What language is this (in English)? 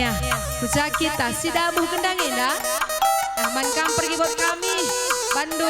Batak Karo